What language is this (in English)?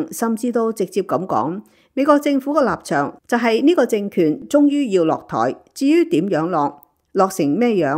Cantonese